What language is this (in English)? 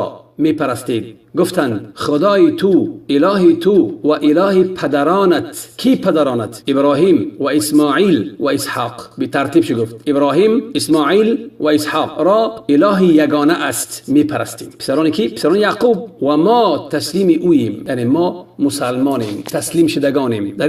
Tajik